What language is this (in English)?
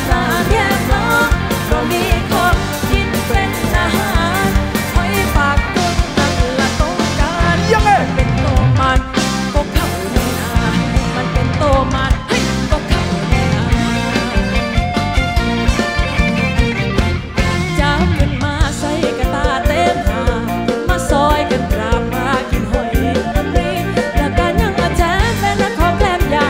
Thai